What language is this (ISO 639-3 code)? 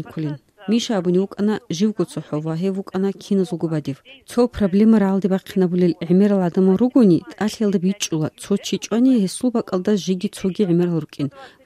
ava